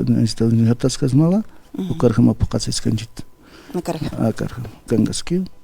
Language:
Aymara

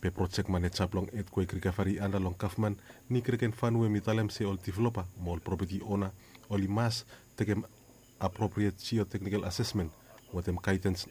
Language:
Bislama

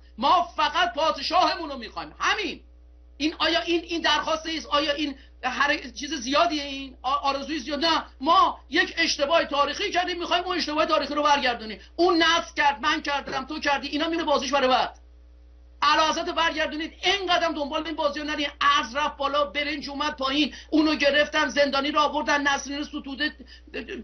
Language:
Persian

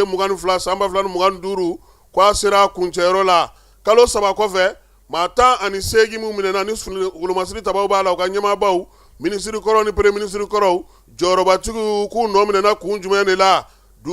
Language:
Bambara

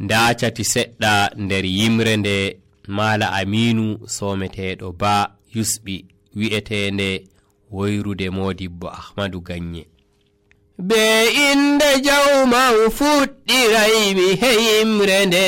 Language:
Nigerian Fulfulde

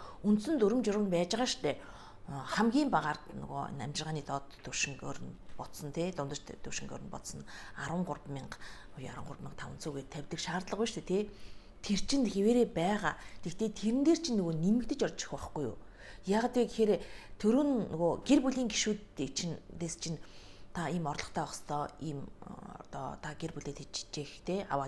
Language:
Mongolian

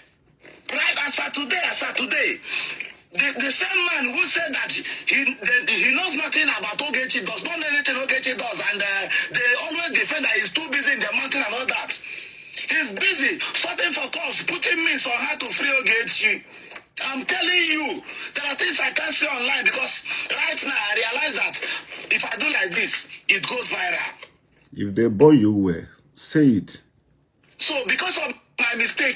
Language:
Igbo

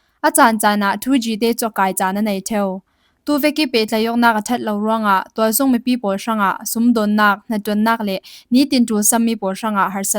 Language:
Falam Chin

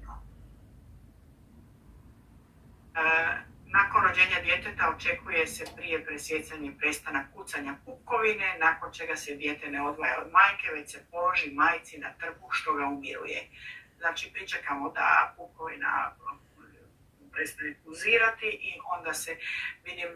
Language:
Croatian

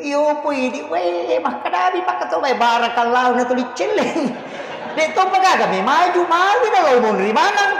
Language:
Buginese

